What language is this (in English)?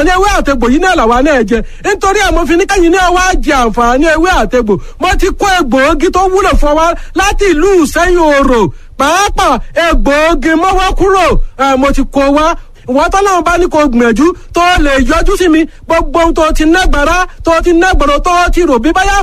Yoruba